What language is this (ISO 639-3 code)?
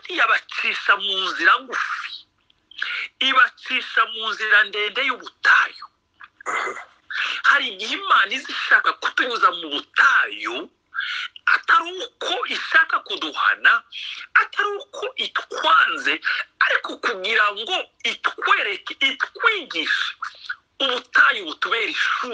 kin